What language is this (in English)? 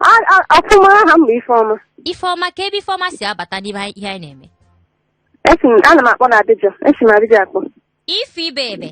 Igbo